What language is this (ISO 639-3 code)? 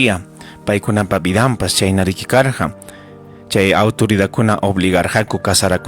quy